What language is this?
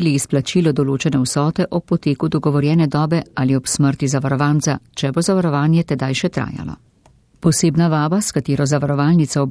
Slovenian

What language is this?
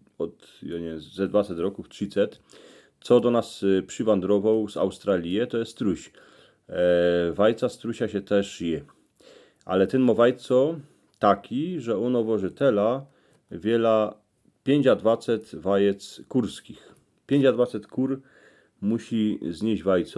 Silesian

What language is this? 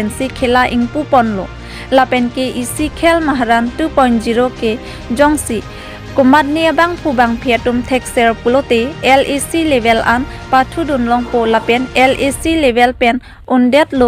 Karbi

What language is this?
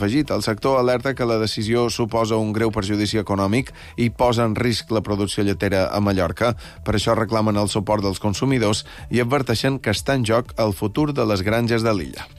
Catalan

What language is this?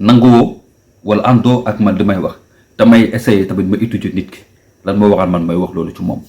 Wolof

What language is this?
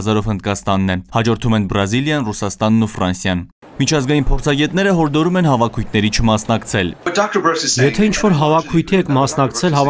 Armenian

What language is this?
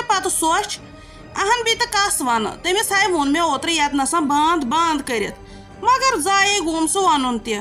Kashmiri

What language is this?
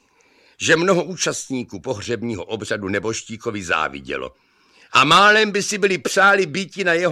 Czech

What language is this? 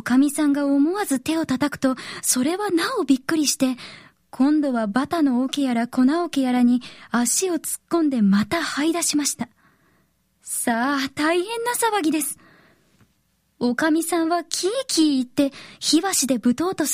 Japanese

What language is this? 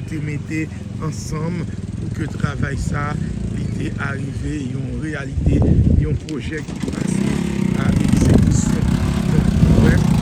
Haitian Creole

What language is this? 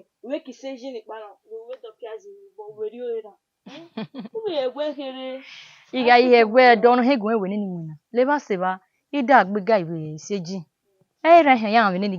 Bini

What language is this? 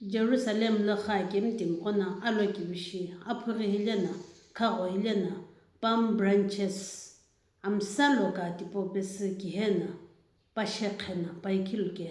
Sumi Naga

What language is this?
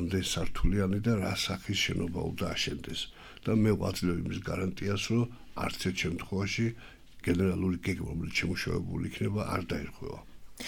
Georgian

